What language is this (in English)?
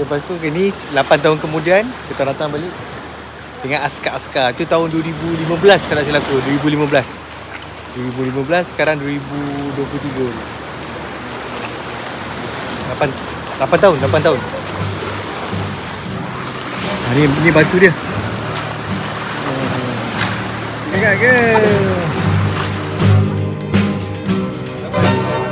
Malay